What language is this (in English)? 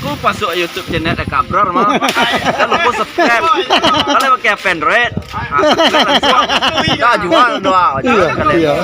Minangkabau